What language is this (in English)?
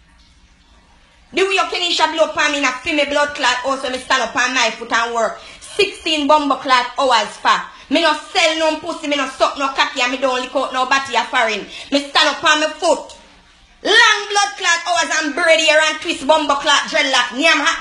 Jamaican Creole English